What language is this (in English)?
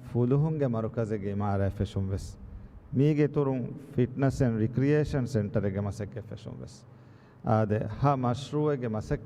Divehi